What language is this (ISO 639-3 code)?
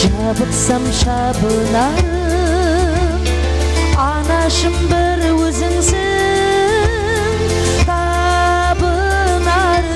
kaa